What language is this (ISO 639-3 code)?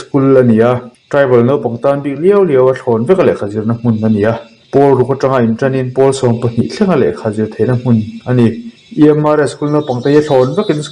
lus